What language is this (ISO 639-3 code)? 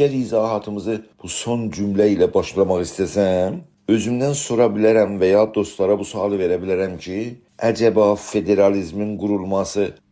azb